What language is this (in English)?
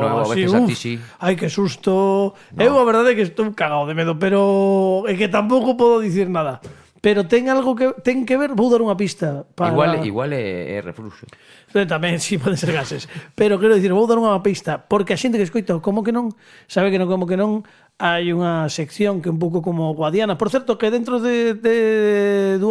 Galician